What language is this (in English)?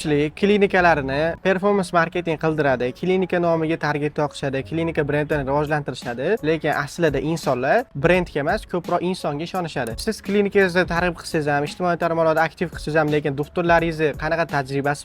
Uzbek